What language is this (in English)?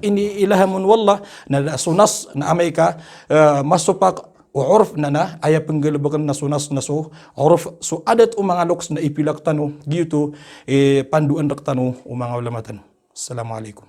Maranao